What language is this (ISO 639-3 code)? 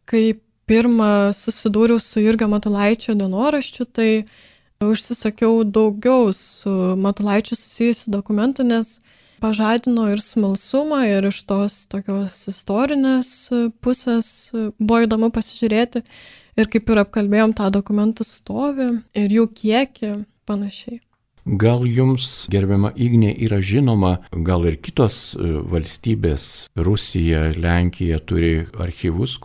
lit